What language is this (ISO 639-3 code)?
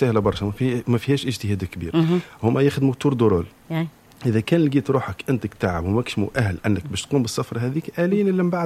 aeb